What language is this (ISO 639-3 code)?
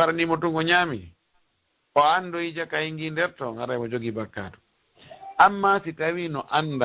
ful